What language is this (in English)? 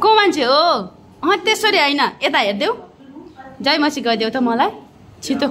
Nepali